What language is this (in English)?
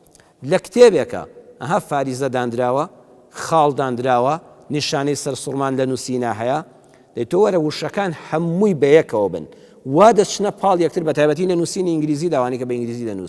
Central Kurdish